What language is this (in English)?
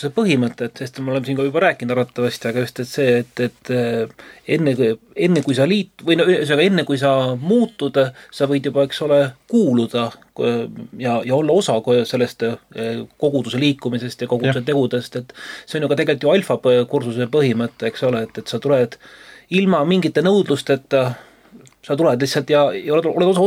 Estonian